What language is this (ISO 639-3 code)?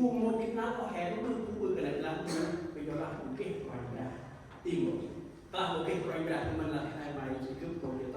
cmo